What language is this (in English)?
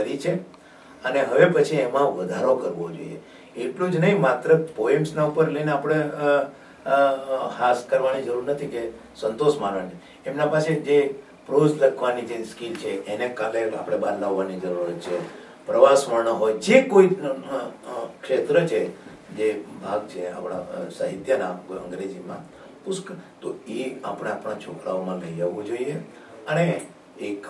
Gujarati